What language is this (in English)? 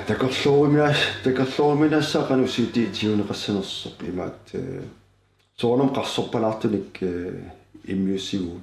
Kalaallisut